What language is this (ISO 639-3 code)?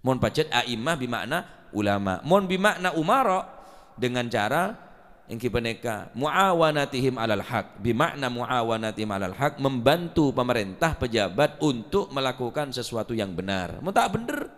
mad